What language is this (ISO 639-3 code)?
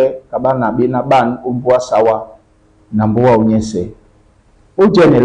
dua